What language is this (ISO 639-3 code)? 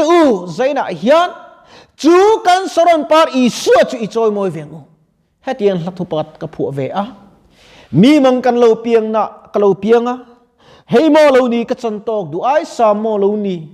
lus